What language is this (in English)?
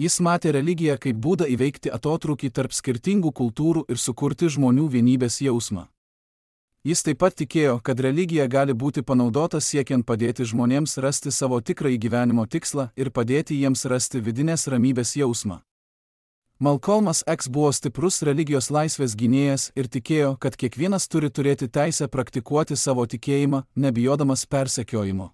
Lithuanian